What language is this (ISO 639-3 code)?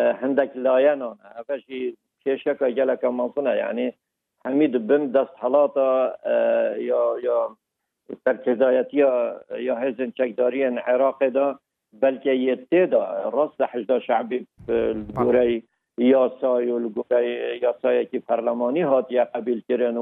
kur